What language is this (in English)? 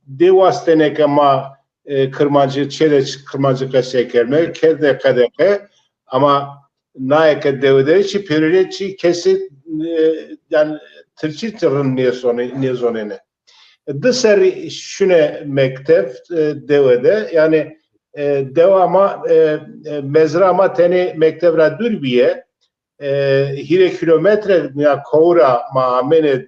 Zaza